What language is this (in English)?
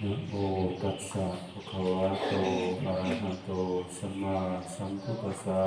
Pali